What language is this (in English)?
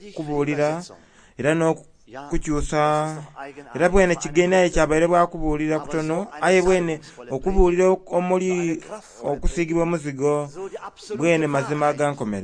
Soga